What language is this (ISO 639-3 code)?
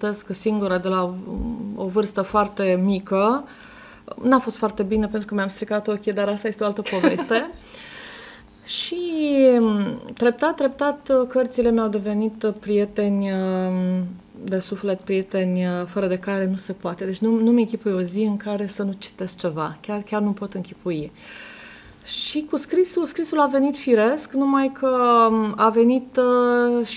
ron